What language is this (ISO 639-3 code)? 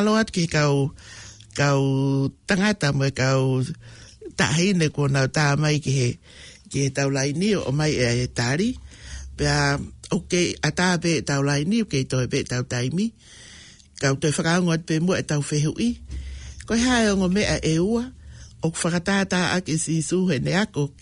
ton